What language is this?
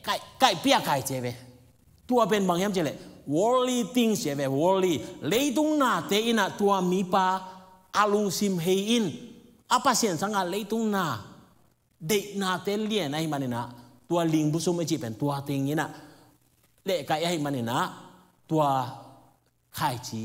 Tedim Chin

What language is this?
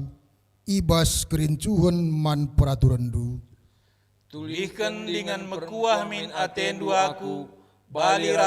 Batak Karo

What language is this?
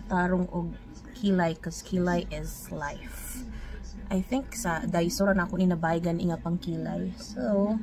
Cebuano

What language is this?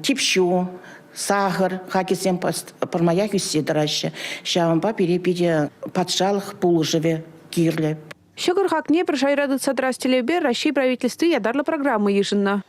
Chuvash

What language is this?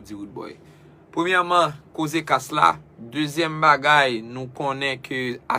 Haitian Creole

